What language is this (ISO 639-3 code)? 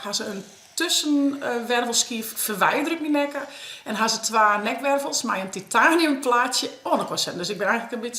fry